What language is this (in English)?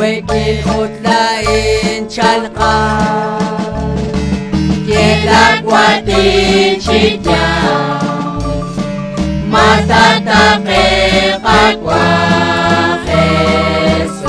Kekchí